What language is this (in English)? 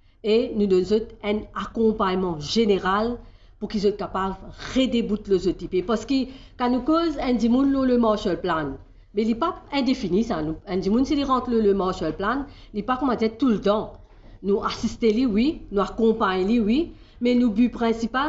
Morisyen